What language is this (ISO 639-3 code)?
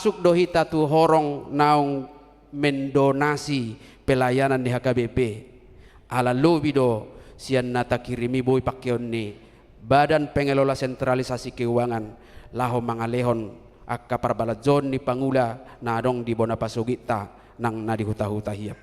bbc